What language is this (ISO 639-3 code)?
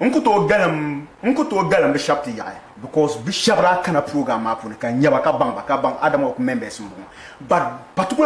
dag